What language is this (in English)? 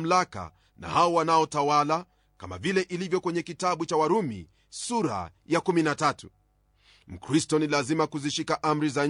Swahili